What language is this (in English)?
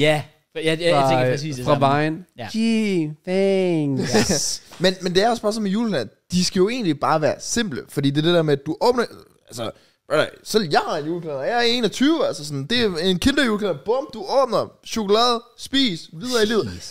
Danish